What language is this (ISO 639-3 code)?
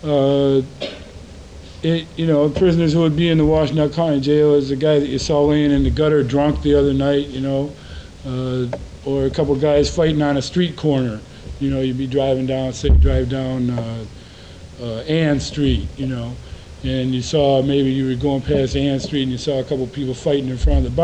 eng